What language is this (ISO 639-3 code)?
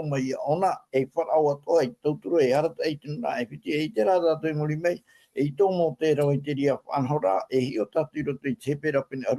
tah